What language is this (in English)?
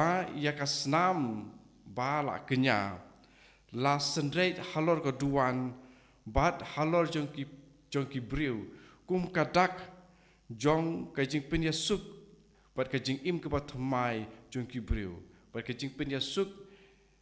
Khasi